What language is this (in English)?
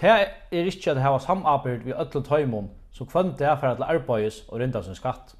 Faroese